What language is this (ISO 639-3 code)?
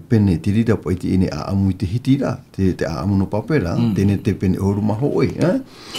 tah